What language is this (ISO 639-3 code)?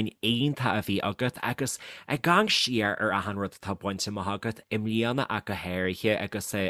gle